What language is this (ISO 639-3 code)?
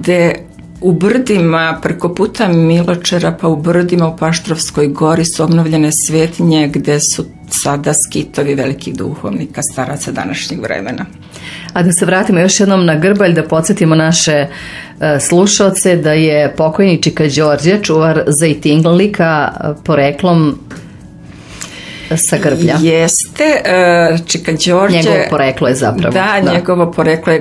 srp